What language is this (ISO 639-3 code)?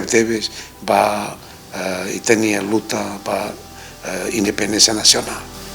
tet